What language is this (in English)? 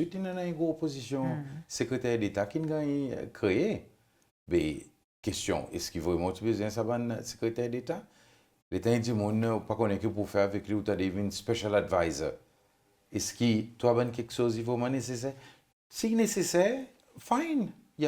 Seselwa Creole French